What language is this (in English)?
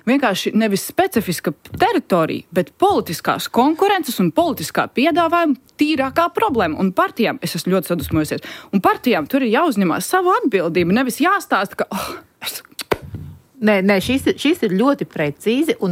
Latvian